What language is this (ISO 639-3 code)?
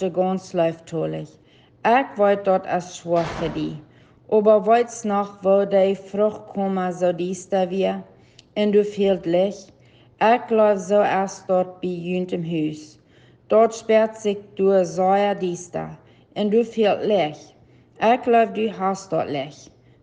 pdt